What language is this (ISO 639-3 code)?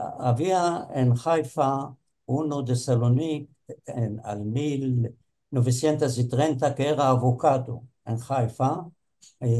lad